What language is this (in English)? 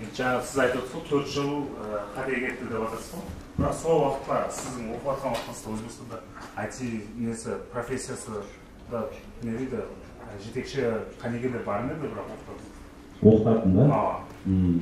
Kara-Kalpak